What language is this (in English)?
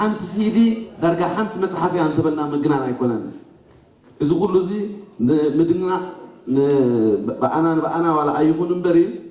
Tigrinya